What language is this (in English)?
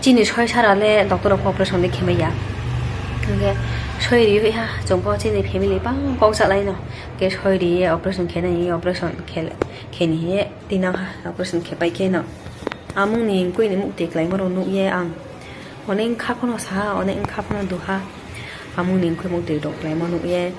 Riang (India)